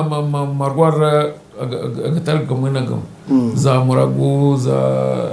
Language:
Nyankole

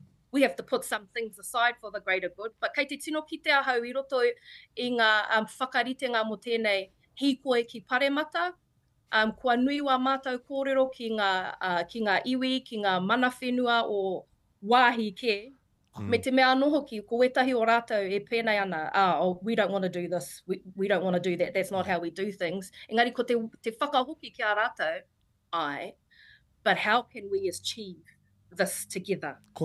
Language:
Māori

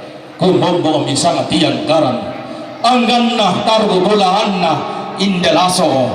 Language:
Toraja-Sa'dan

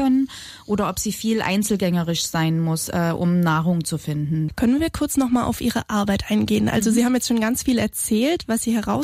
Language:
German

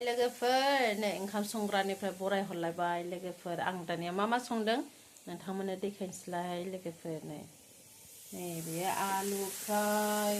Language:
Bodo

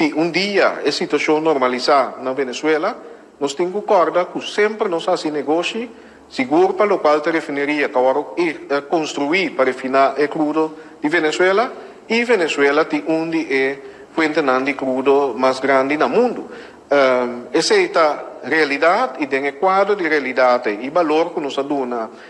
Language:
Papiamento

